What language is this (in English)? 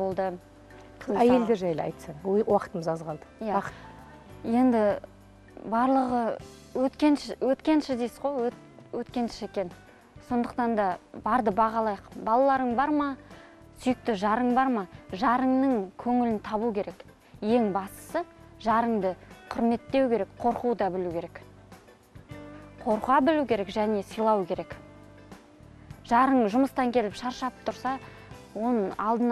Kazakh